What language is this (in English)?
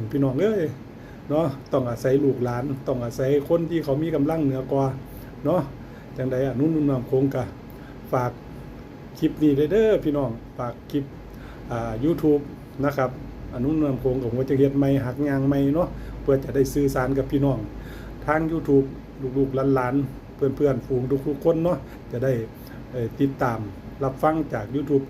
Northeastern Thai